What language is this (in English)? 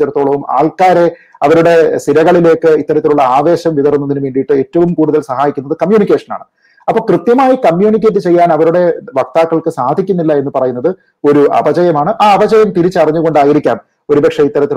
Malayalam